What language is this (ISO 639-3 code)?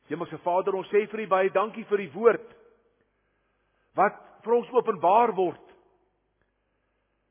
afr